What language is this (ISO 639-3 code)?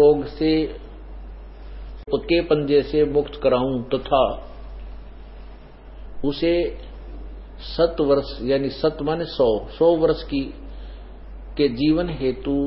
hin